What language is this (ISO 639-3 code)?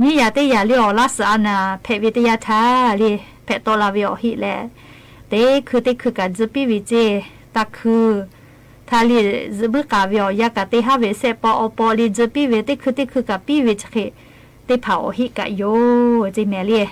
lhu